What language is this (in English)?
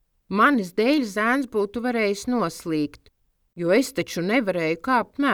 Latvian